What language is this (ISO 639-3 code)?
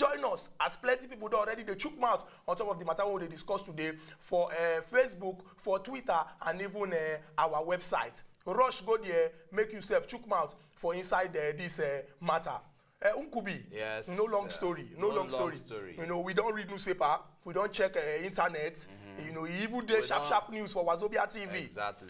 pcm